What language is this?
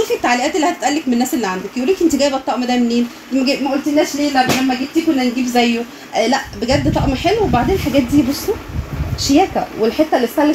Egyptian Arabic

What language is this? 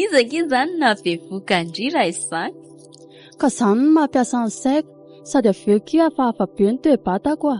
Malagasy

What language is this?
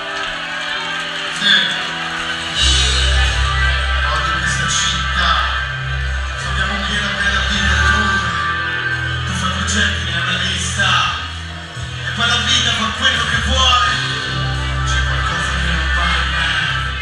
Italian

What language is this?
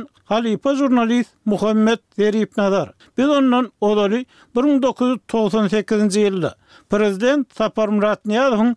Turkmen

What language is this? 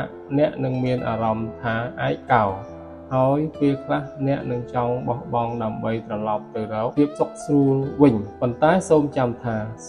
Khmer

